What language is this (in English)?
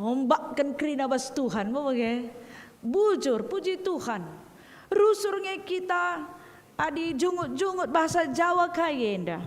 Batak Karo